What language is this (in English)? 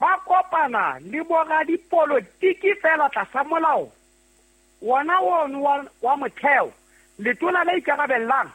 Southern Sotho